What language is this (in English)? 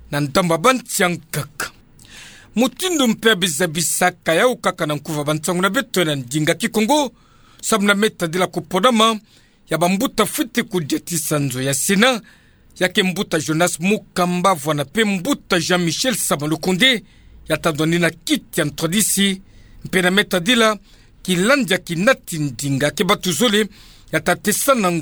Kituba (Democratic Republic of Congo)